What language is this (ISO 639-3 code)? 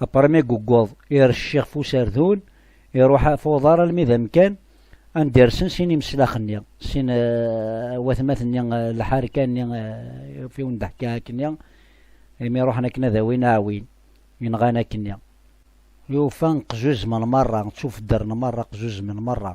kab